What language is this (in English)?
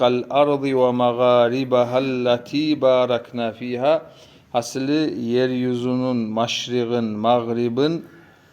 Kumyk